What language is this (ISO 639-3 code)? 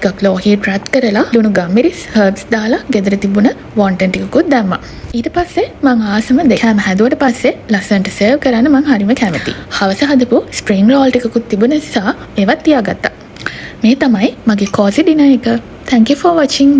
sin